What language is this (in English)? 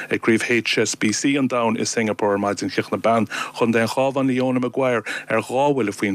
Irish